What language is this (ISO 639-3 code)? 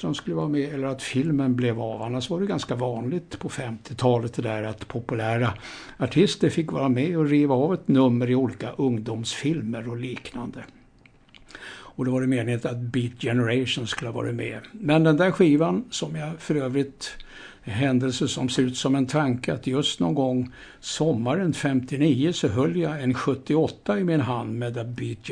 swe